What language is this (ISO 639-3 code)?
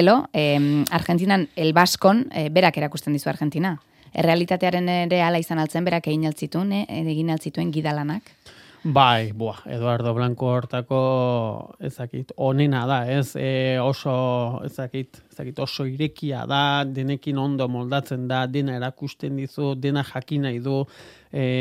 eus